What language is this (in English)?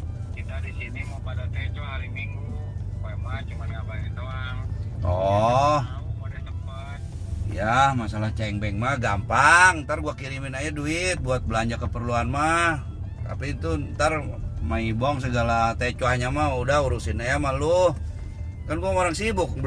Betawi